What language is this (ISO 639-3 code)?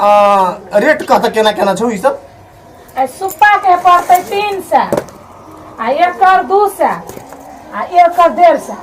mai